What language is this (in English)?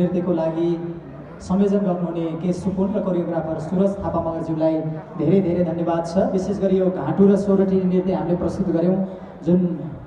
Nepali